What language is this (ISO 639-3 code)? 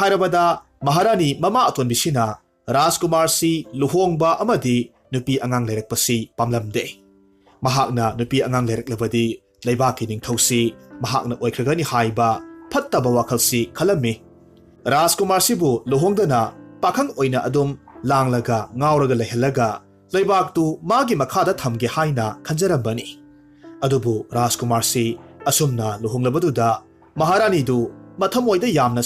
mni